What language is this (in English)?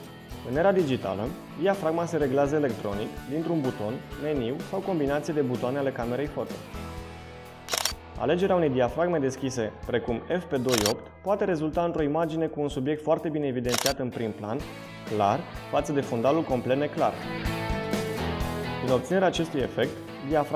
Romanian